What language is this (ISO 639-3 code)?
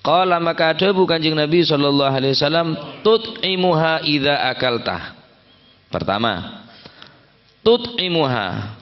mad